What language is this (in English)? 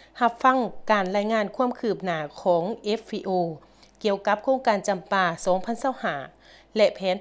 Lao